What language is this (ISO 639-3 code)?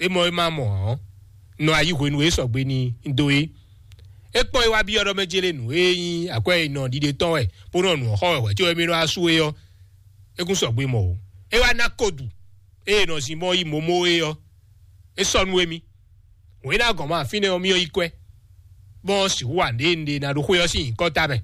fon